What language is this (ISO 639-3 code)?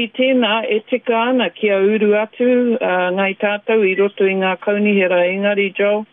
mri